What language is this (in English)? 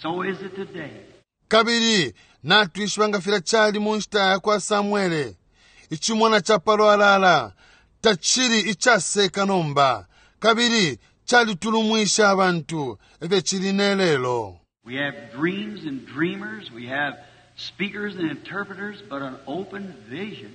Bemba